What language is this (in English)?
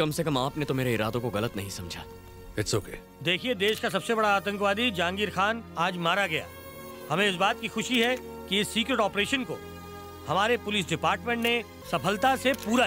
Hindi